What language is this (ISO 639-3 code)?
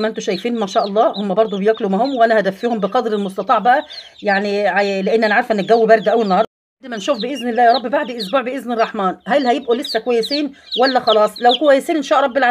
arz